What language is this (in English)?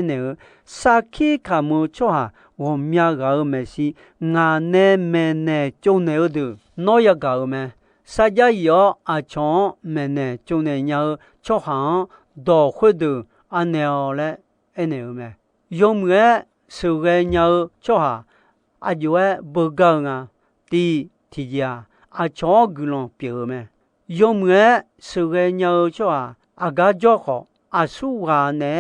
Akha